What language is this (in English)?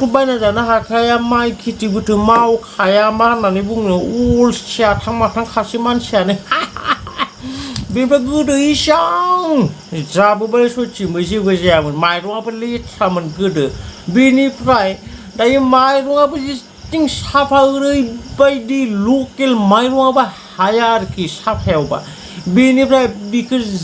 Bodo